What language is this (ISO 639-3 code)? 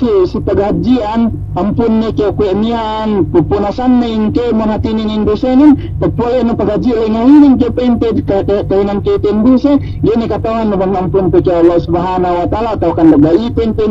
yka